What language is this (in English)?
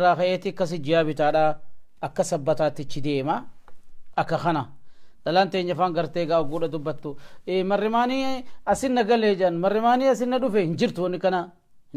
Oromo